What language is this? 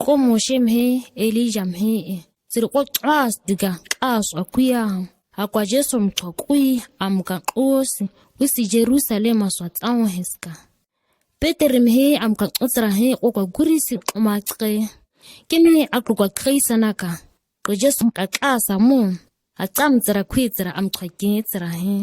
ǁGana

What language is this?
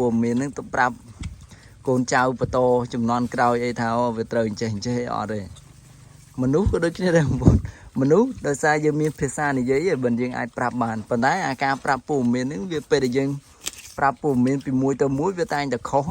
Khmer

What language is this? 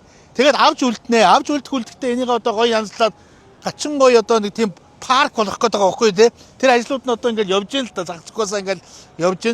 Mongolian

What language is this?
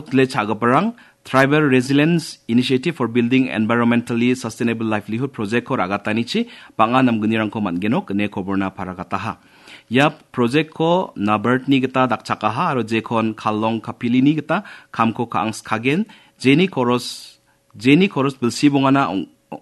Garo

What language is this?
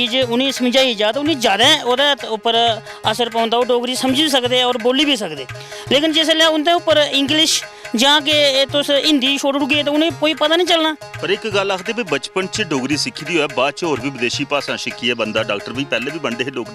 Dogri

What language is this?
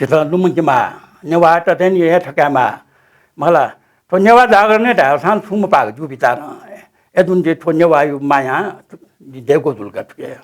Newari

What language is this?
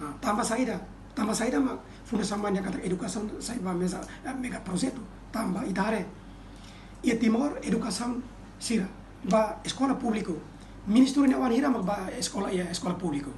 Tetum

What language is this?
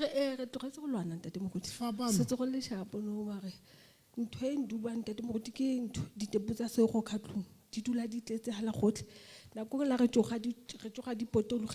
Southern Sotho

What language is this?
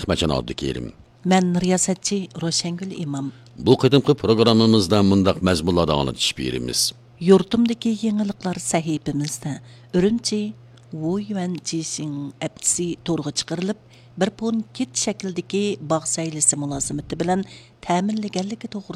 Uyghur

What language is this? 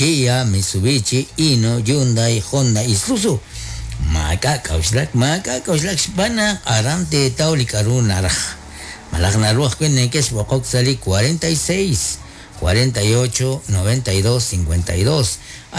Kekchí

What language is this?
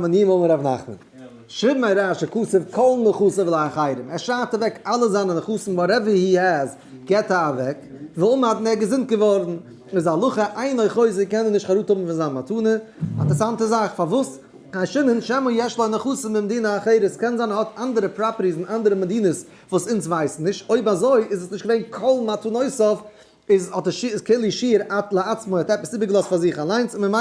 Yiddish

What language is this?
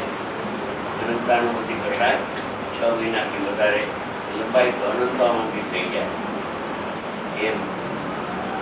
Gujarati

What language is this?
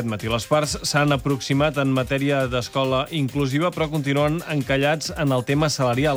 Catalan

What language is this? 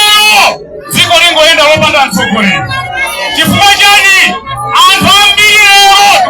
Nyanja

